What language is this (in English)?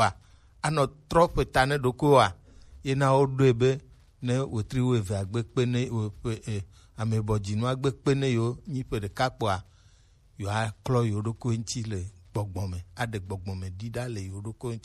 Gen